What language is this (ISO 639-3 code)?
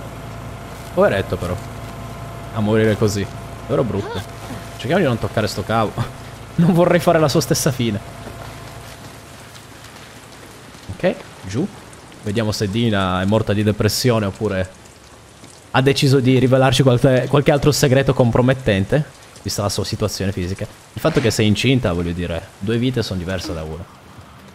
ita